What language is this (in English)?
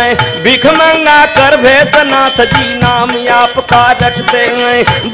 Bhojpuri